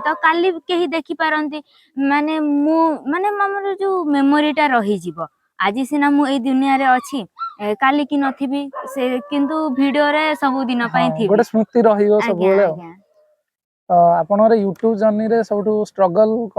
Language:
Odia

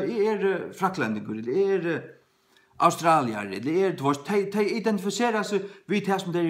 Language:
Faroese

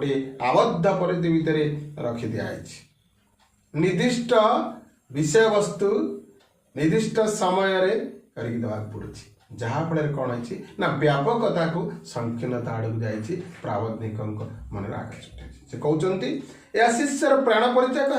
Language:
Odia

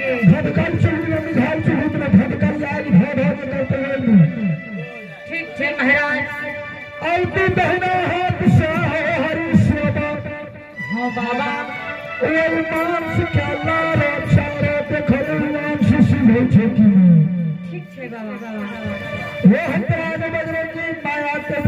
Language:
Angika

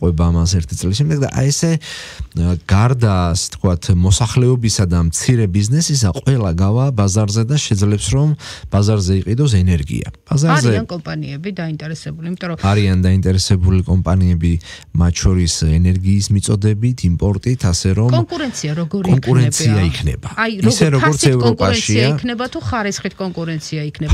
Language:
Georgian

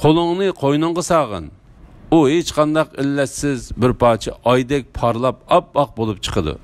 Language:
Uyghur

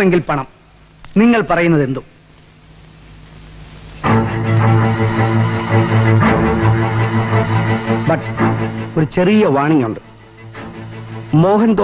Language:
Malayalam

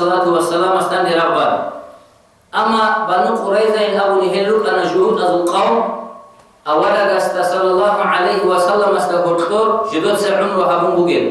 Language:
Avaric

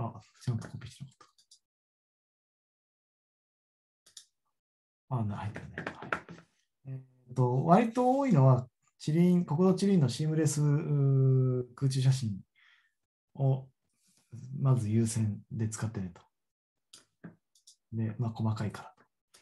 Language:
Japanese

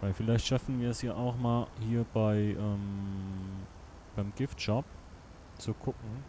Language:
Swiss German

